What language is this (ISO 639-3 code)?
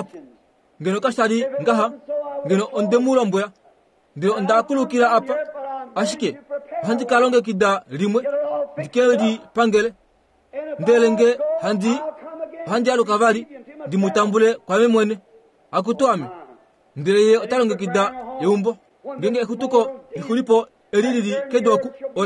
kua